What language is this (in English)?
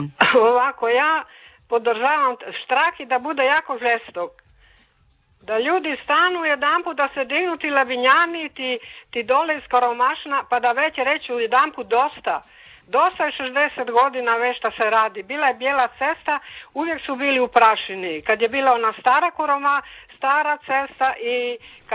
Croatian